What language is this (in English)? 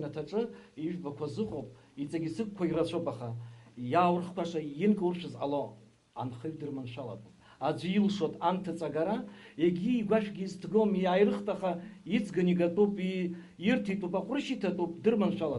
Abkhazian